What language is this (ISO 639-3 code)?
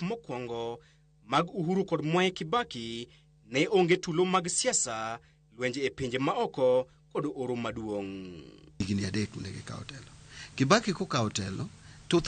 luo